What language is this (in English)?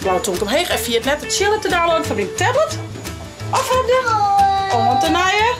Western Frisian